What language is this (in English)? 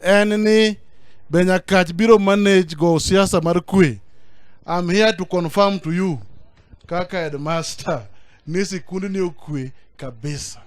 Luo (Kenya and Tanzania)